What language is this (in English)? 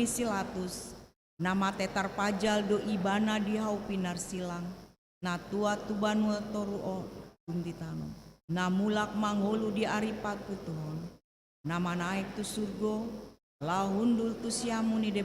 Batak Toba